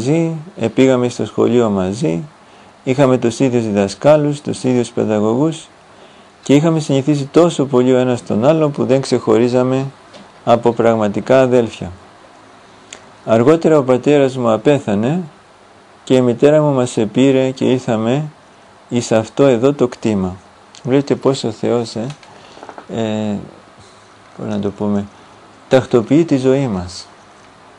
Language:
Greek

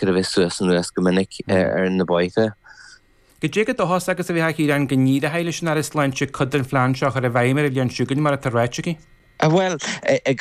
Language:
Irish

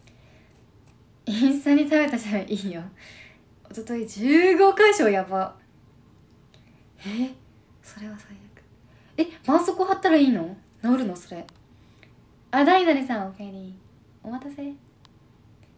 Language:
Japanese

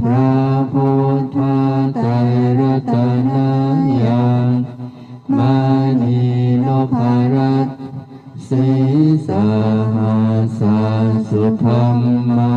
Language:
Pali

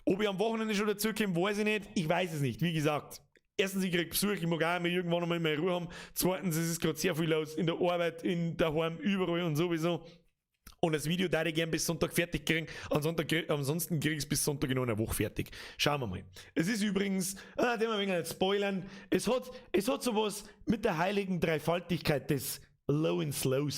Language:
Bavarian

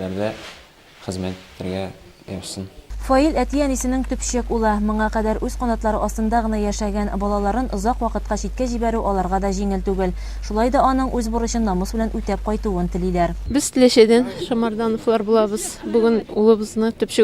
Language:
Tatar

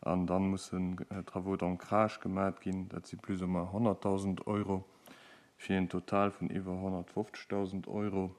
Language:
Luxembourgish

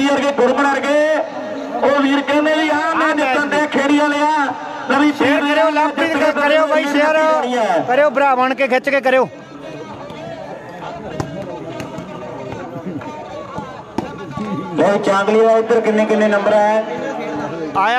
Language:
Punjabi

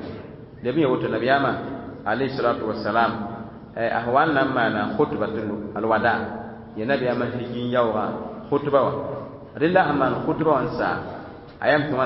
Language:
Mossi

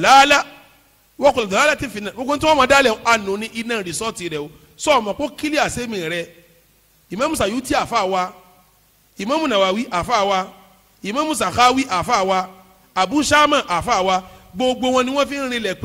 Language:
Yoruba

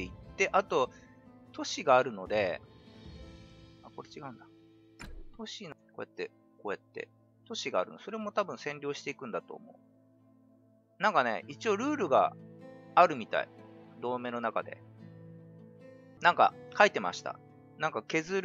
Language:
Japanese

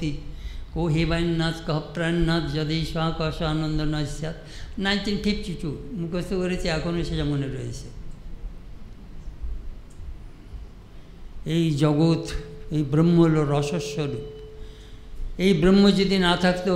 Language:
Bangla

